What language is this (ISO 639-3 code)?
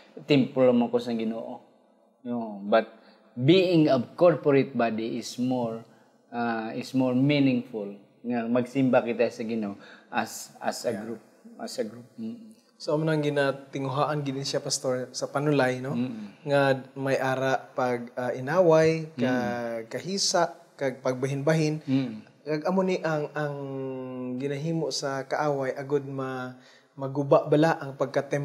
hil